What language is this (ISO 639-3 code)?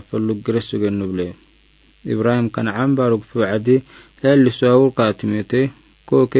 aar